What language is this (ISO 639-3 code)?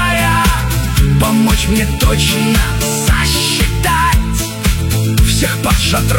rus